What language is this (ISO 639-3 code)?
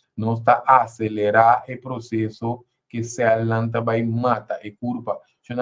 pap